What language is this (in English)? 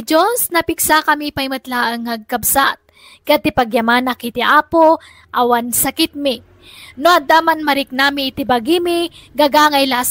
Iloko